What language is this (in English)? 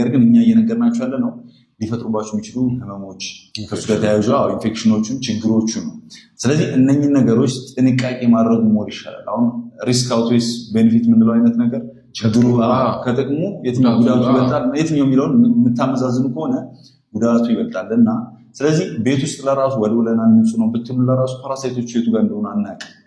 Amharic